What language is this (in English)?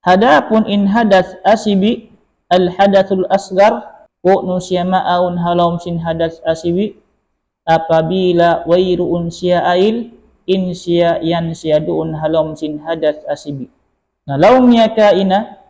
Tausug